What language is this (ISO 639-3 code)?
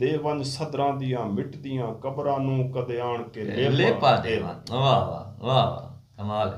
skr